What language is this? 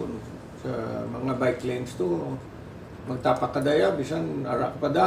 Hiligaynon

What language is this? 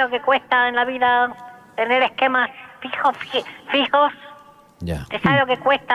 Spanish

